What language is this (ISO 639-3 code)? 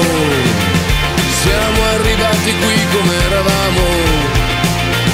fil